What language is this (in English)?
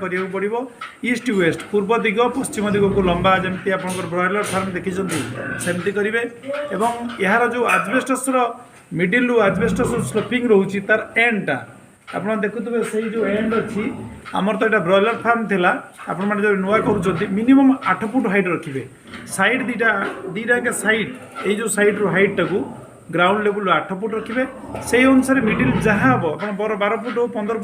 Odia